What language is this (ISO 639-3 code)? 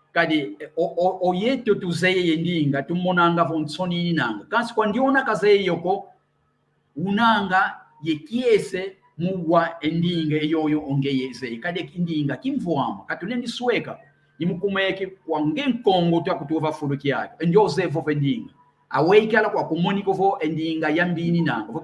kwy